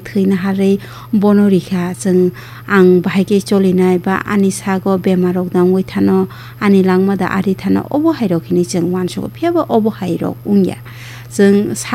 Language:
Kok Borok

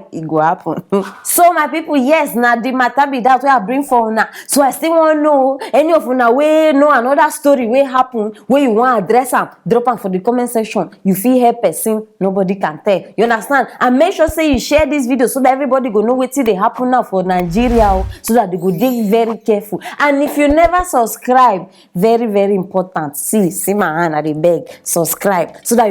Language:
Nigerian Pidgin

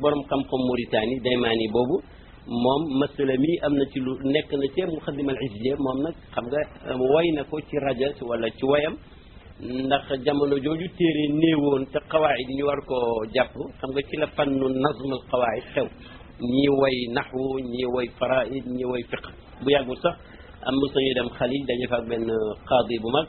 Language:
Wolof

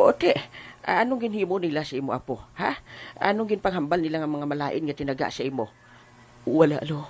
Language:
Hiligaynon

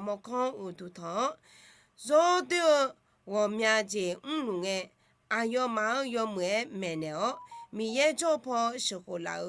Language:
Akha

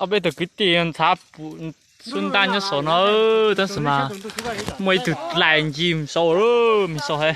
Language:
Hmong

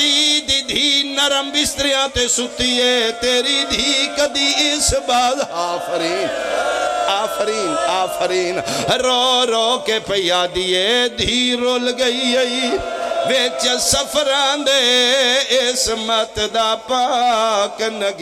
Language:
Pahari-Potwari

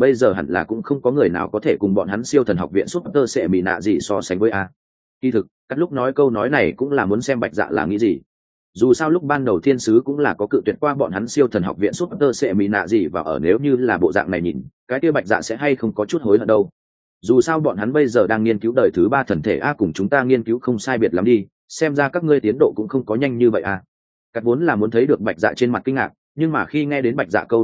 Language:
Vietnamese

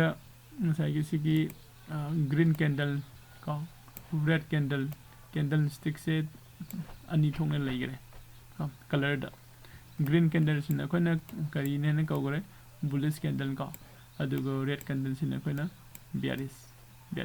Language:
Manipuri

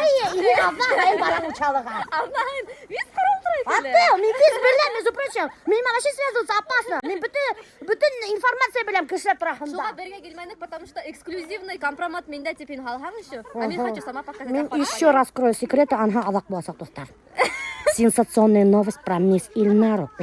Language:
Bashkir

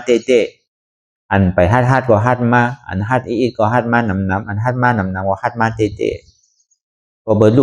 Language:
Shan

